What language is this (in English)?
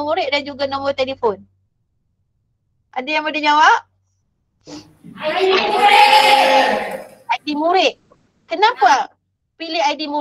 Malay